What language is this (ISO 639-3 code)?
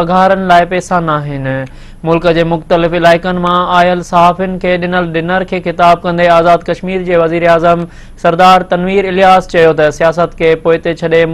snd